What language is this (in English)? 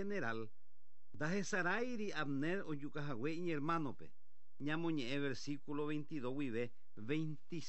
Guarani